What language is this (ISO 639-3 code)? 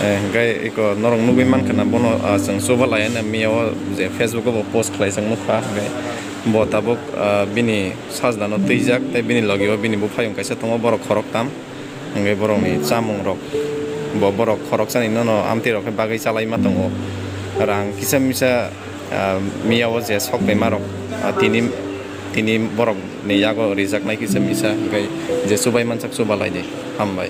ria